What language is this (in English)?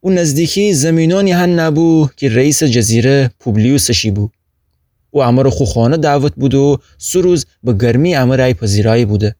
Gilaki